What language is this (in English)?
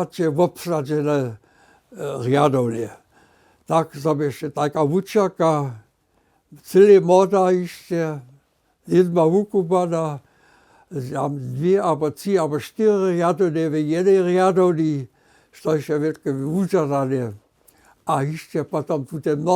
Upper Sorbian